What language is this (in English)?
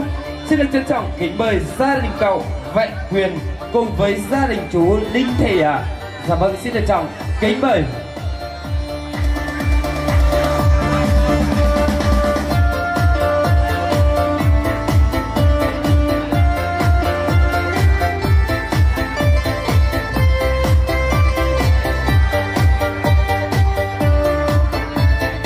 Vietnamese